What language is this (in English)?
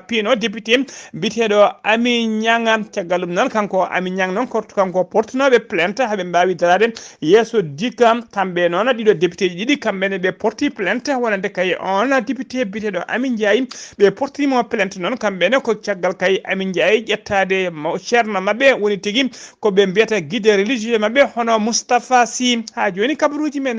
Fula